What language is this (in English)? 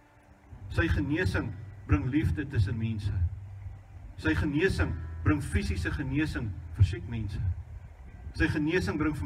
Afrikaans